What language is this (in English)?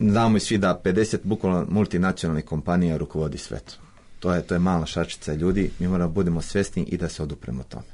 Serbian